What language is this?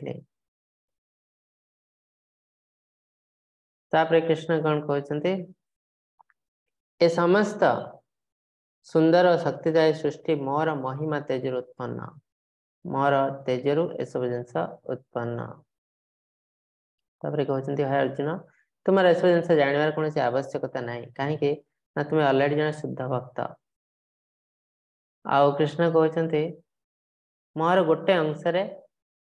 Odia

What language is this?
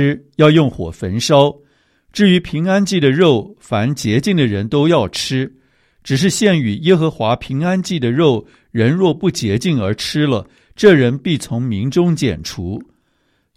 Chinese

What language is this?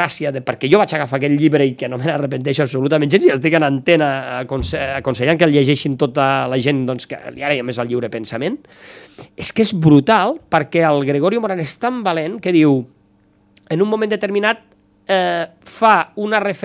Catalan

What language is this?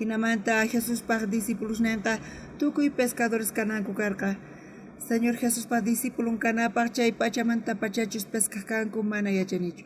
South Bolivian Quechua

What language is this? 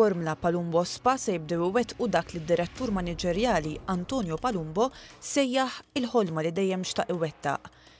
Maltese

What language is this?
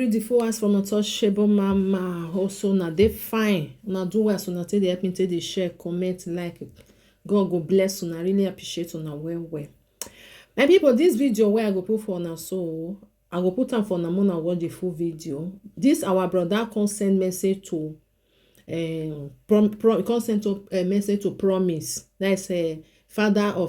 Nigerian Pidgin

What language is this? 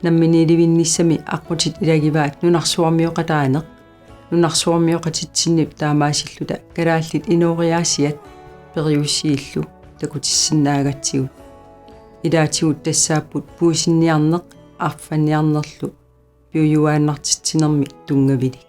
Kalaallisut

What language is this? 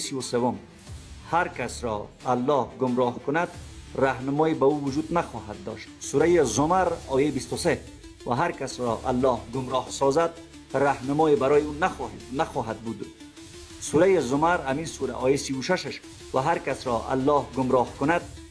Persian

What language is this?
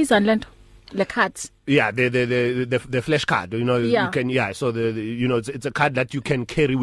English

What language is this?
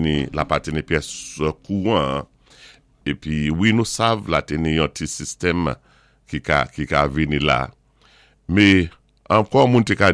Saint Lucian Creole French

